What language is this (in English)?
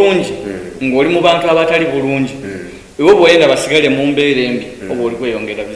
Soga